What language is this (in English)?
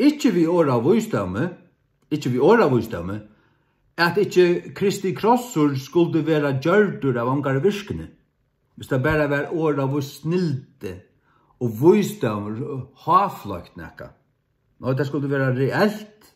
Faroese